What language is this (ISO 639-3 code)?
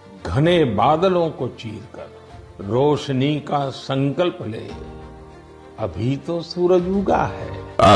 ori